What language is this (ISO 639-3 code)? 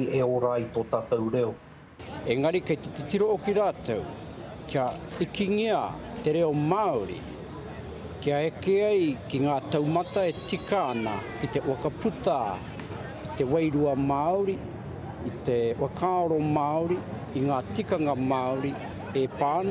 mri